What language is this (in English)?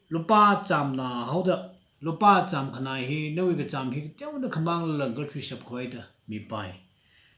Tangkhul Naga (India)